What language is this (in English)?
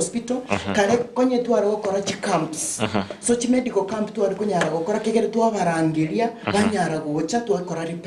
Gusii